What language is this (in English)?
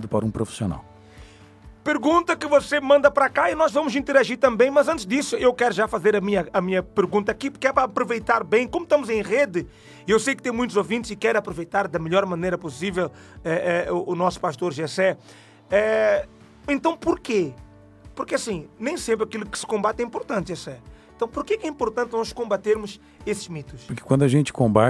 Portuguese